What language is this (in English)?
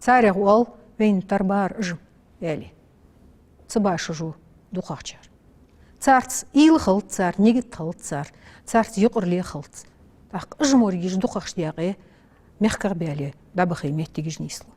Ingush